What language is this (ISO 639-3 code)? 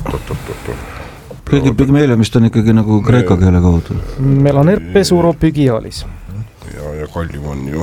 est